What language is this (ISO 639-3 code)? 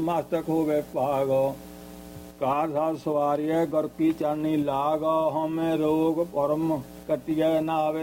pan